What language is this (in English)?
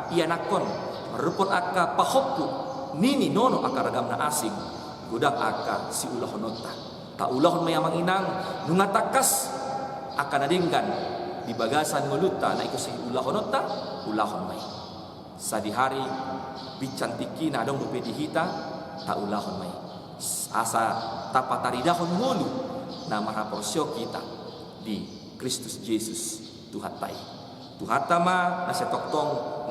Batak Toba